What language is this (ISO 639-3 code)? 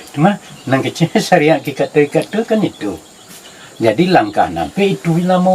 min